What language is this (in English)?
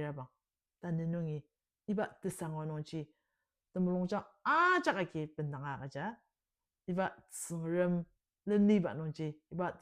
Ao Naga